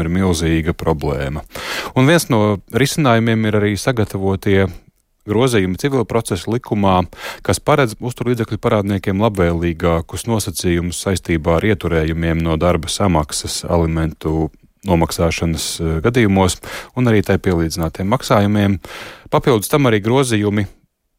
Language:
Latvian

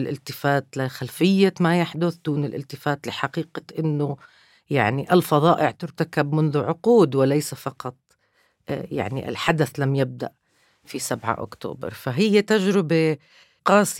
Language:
North Levantine Arabic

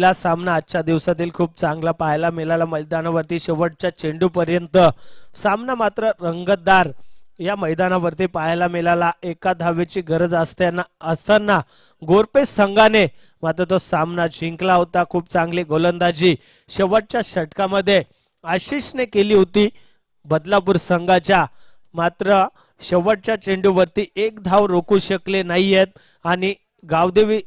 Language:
Marathi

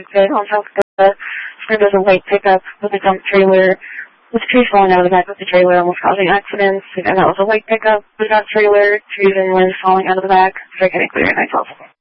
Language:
English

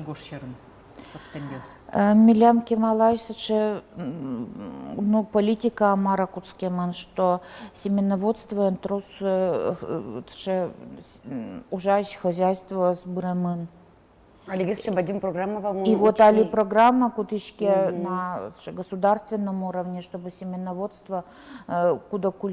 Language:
Udmurt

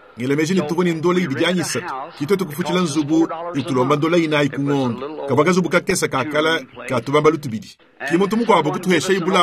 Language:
Luba-Lulua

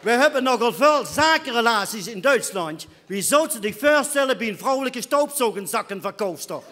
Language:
Limburgish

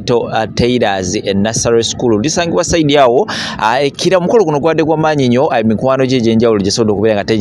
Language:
Ganda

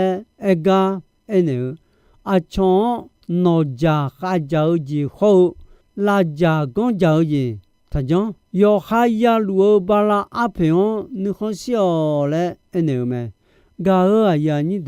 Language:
Akha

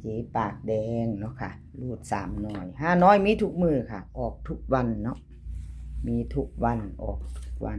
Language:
Northeastern Thai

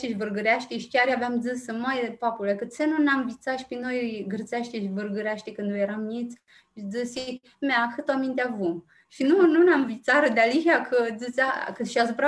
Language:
Aromanian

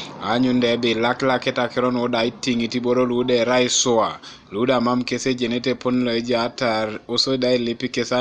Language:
Teso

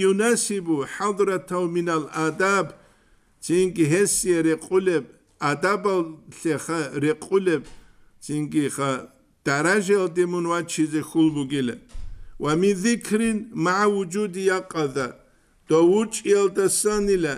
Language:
Avaric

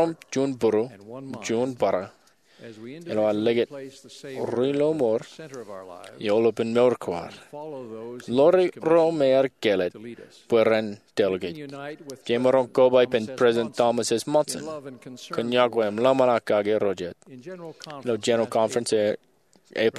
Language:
Marshallese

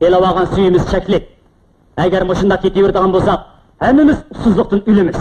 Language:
Uyghur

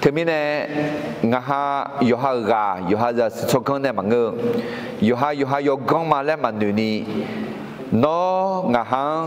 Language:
Akha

